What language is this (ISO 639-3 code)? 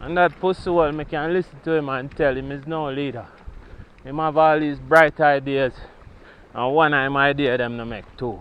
jam